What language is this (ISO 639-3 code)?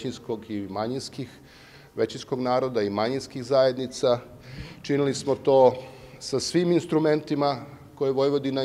srp